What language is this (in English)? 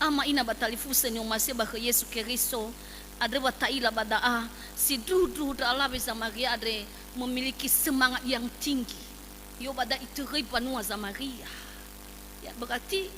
Nias